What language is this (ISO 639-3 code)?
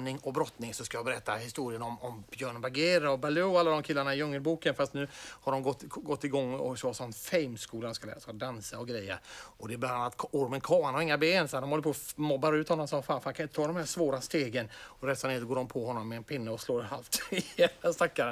swe